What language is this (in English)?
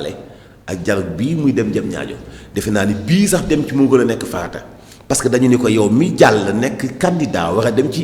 Wolof